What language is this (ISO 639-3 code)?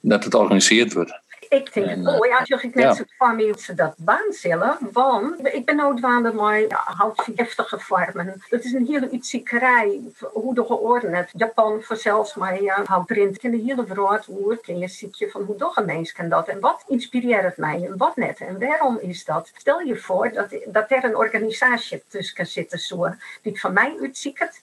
fry